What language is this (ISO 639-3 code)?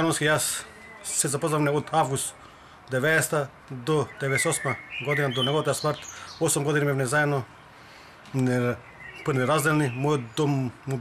mkd